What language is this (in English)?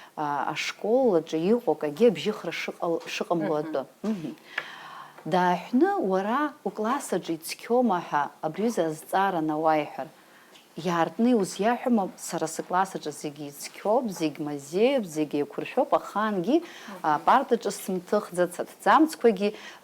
Abkhazian